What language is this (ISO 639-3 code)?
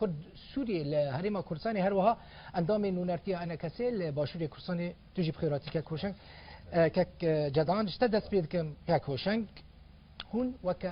kur